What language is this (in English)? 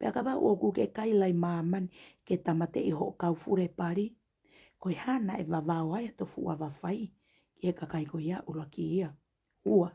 Tongan